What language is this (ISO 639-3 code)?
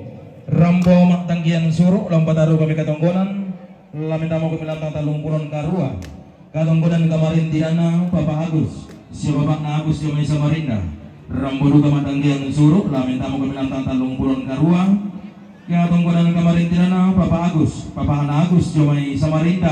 sda